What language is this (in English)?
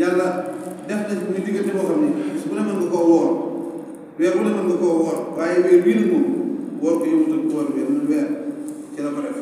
Wolof